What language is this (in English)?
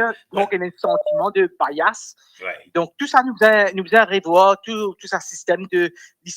Morisyen